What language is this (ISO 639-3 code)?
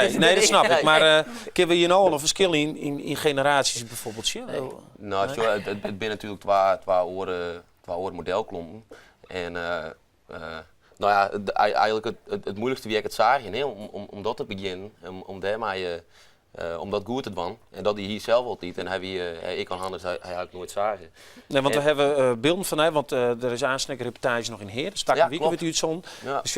fry